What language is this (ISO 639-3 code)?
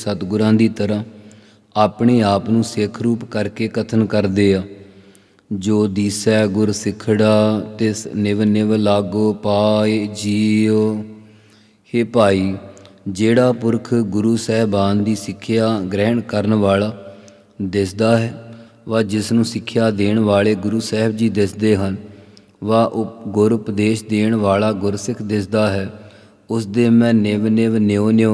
pan